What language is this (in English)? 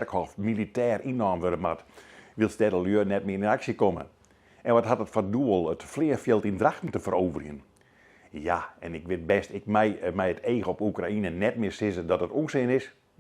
Western Frisian